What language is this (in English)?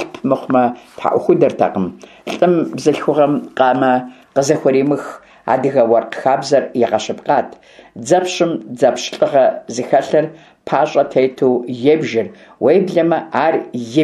Kabardian